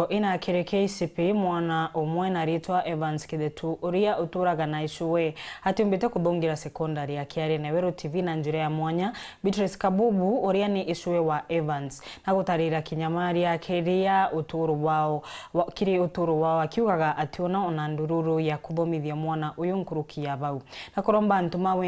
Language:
Meru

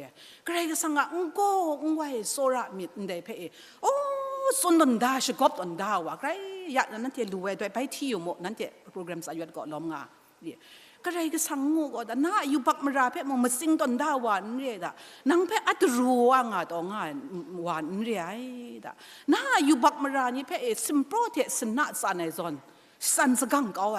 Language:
Kachin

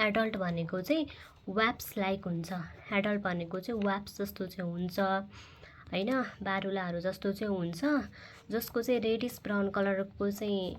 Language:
Nepali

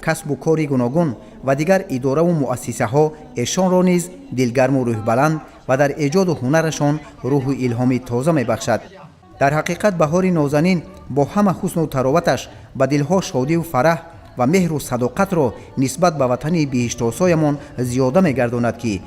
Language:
Tajik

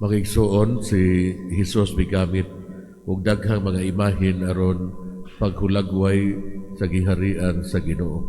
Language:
Cebuano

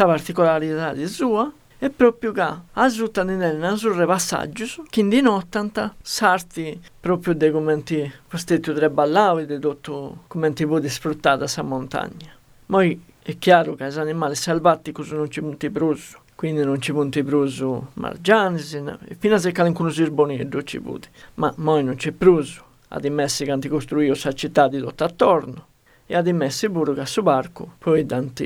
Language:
Sardinian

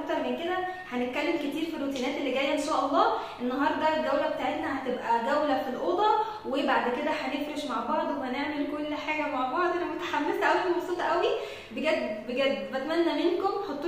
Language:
Egyptian Arabic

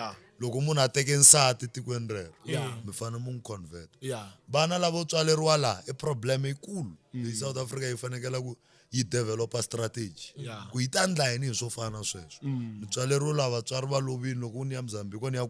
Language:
Tsonga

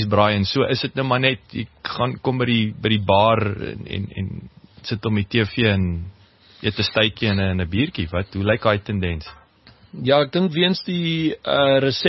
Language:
Afrikaans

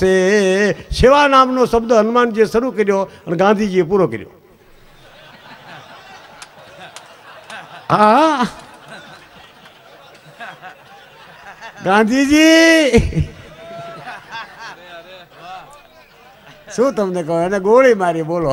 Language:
Gujarati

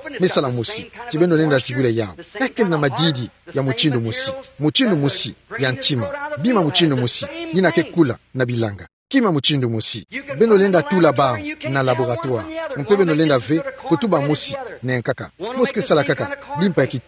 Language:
Kituba (Democratic Republic of Congo)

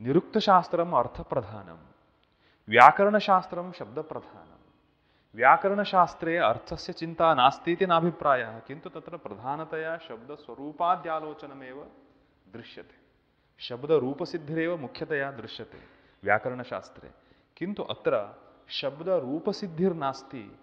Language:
Sanskrit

